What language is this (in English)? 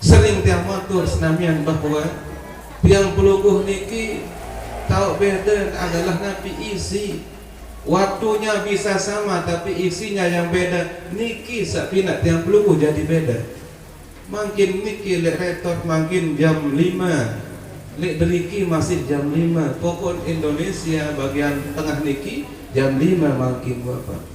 Sasak